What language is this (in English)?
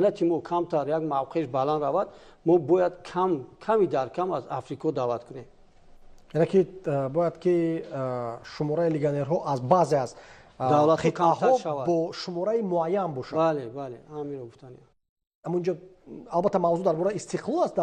Tajik